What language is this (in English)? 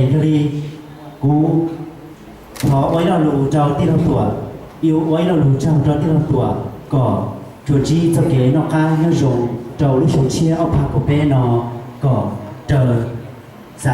Hmong